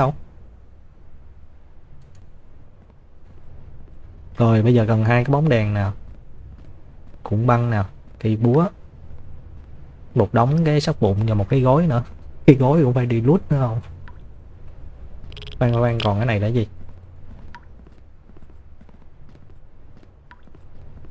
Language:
Vietnamese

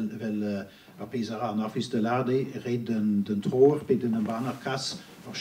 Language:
Breton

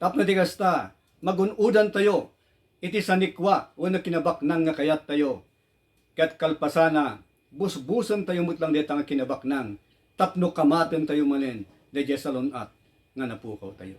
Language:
Iloko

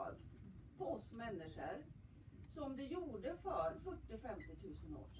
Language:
Swedish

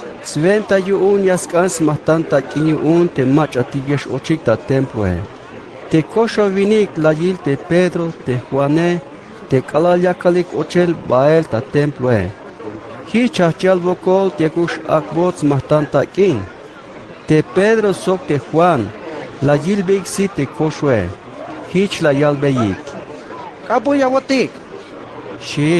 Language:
Tzeltal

